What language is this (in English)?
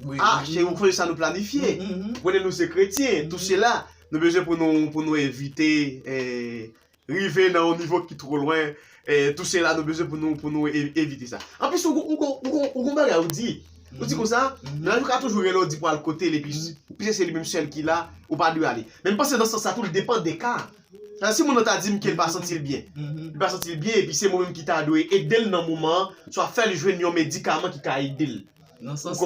Haitian Creole